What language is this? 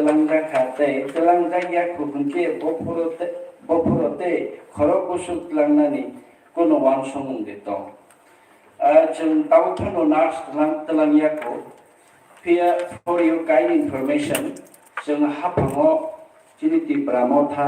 Kok Borok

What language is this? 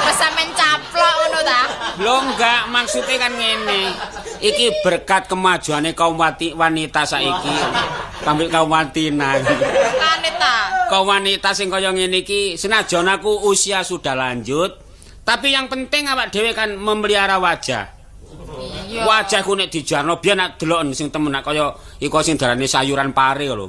Javanese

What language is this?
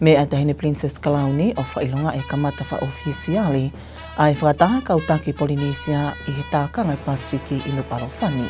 Tongan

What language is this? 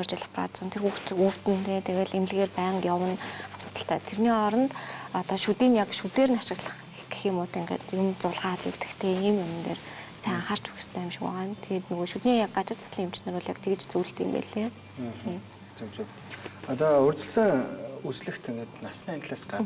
Mongolian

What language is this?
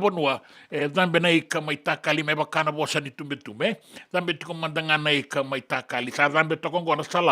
Fijian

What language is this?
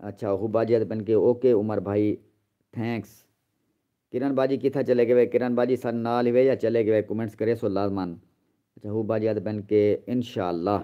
Saraiki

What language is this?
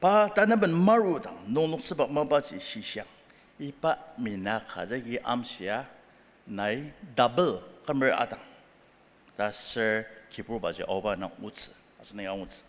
Ao Naga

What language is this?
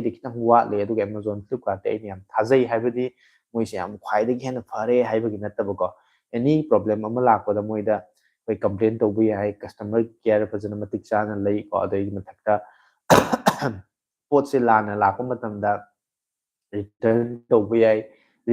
Manipuri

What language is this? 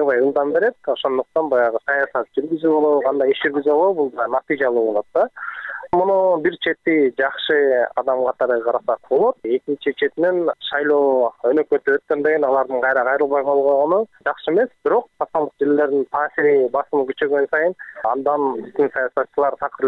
Kyrgyz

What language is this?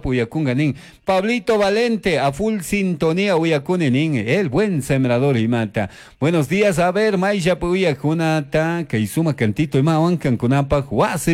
Chimborazo Highland Quichua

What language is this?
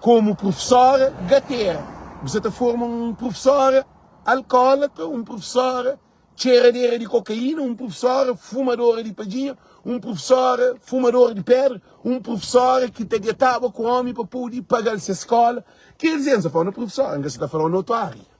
Kabuverdianu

